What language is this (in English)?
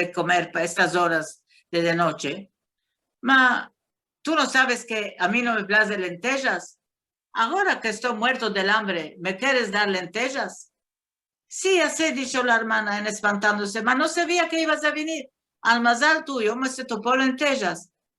Ladino